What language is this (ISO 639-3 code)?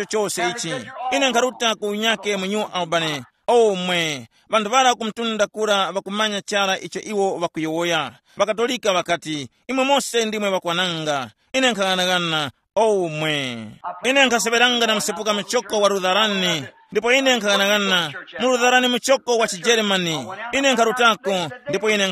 tum